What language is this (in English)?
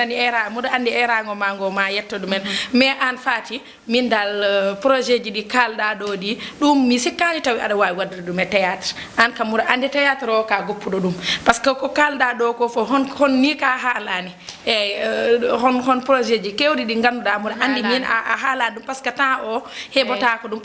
Fula